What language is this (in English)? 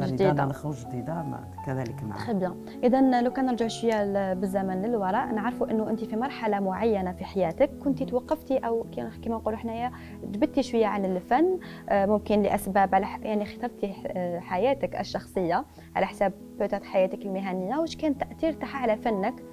Algerian Arabic